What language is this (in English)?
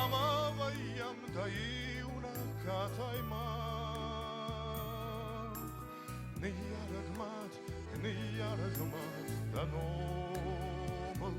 Ossetic